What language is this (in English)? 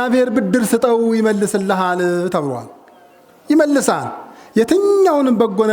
Amharic